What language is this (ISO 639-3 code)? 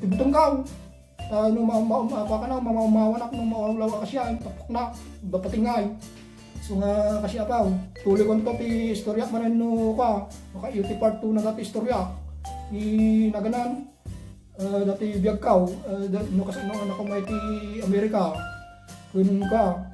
ilo